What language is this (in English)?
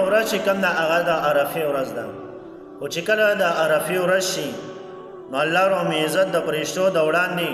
Pashto